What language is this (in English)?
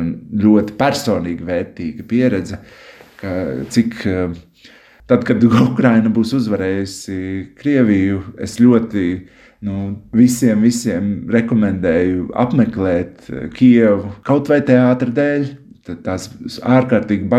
Latvian